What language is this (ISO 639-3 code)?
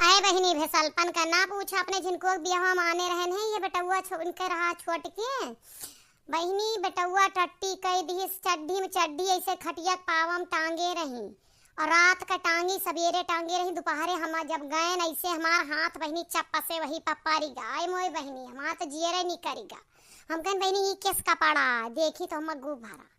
awa